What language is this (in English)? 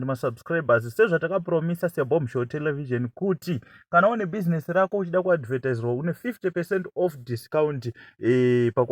Shona